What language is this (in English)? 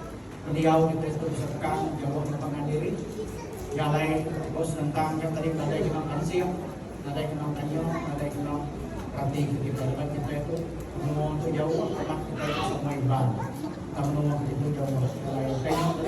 Iban